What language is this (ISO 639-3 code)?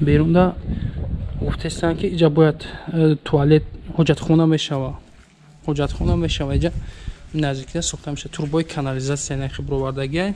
tgk